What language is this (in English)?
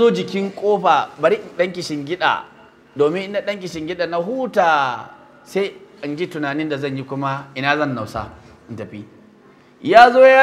Hausa